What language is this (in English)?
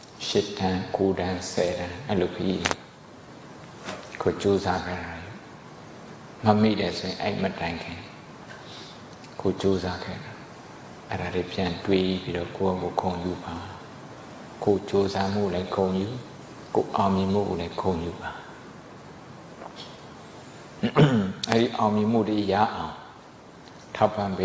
Burmese